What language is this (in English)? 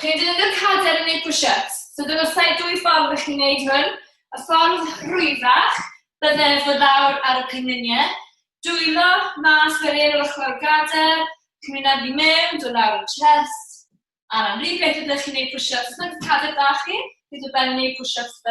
Welsh